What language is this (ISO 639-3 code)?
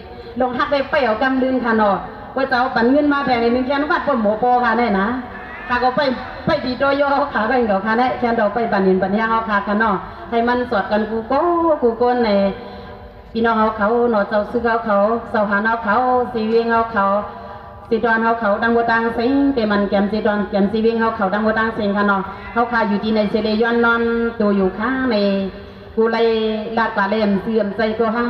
shn